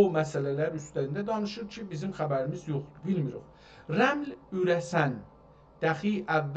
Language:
South Azerbaijani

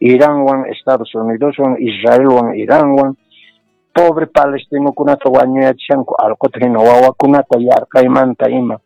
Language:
Quechua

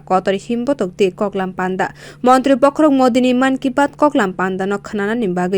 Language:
Kok Borok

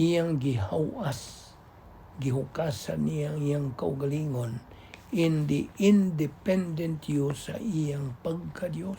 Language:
Cebuano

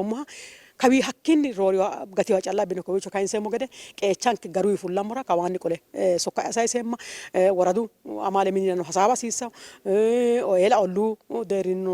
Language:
Sidamo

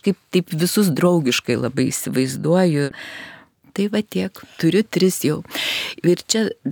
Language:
Lithuanian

